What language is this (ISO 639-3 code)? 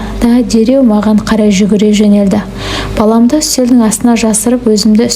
kaz